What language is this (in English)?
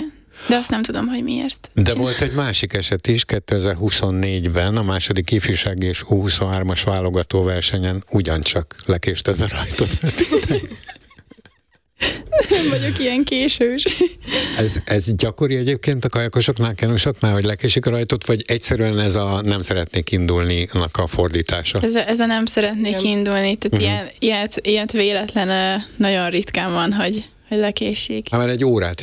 Hungarian